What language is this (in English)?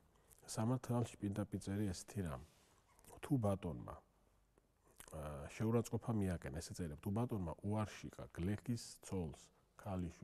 Georgian